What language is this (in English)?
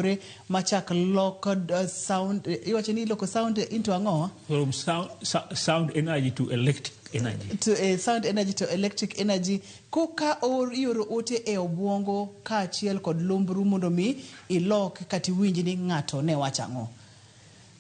Luo (Kenya and Tanzania)